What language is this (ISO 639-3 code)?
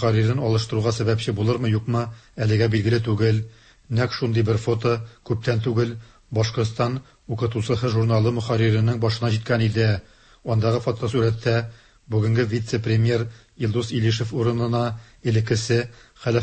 tat